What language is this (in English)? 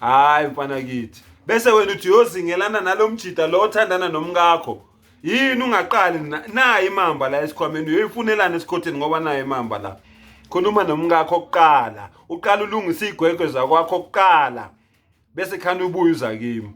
Zulu